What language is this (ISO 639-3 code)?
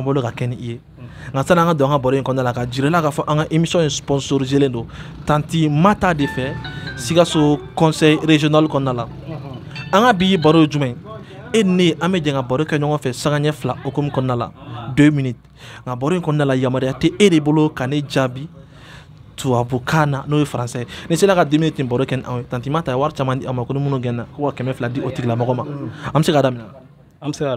bam